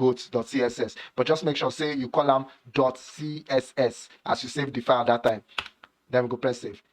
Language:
Nigerian Pidgin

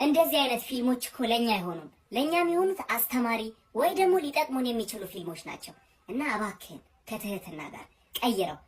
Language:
Amharic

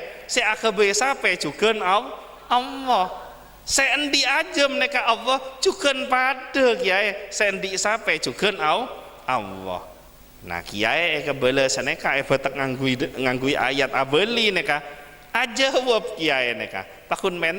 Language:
Madurese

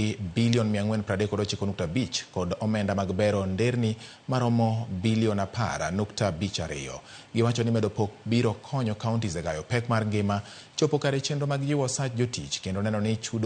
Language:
Luo (Kenya and Tanzania)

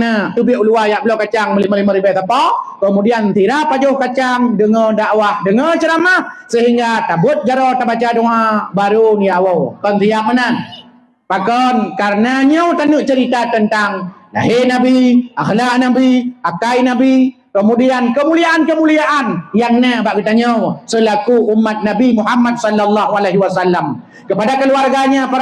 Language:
Achinese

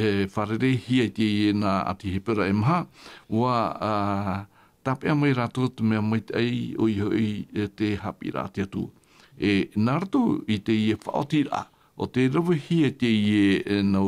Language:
Tahitian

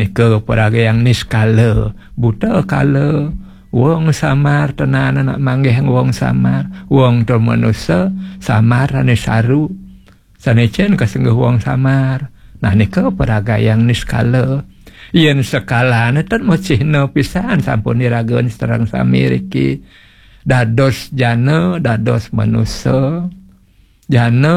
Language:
Balinese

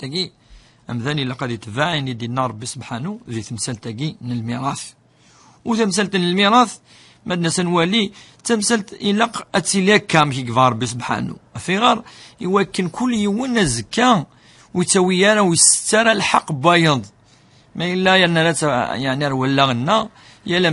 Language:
Kabyle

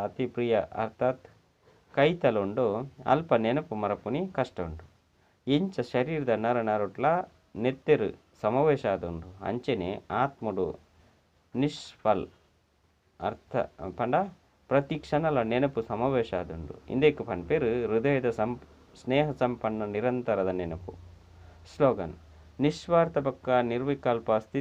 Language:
Tulu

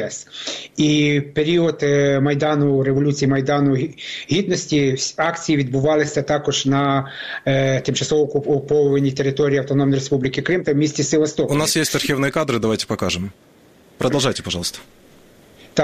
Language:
Ukrainian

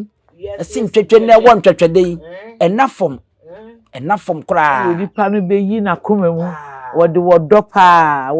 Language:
Akan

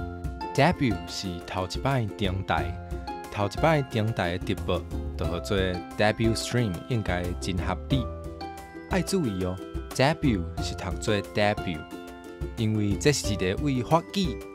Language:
Min Nan Chinese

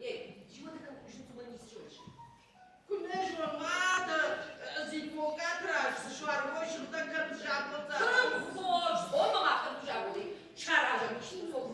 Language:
Ossetic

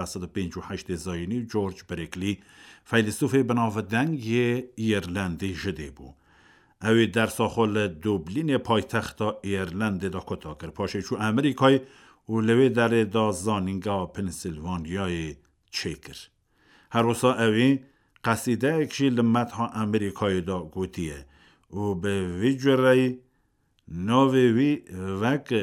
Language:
Kurdish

